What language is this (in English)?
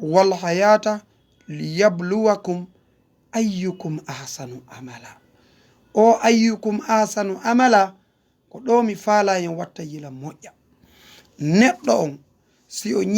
Fula